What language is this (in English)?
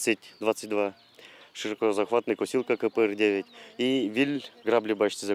Udmurt